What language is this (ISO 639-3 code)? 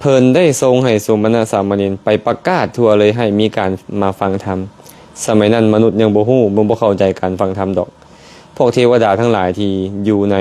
lao